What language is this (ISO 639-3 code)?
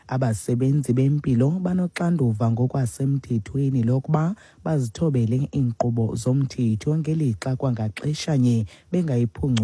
xho